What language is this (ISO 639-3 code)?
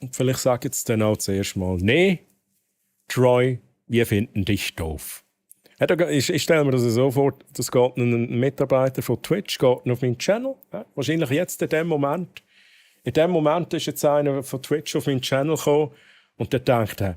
gsw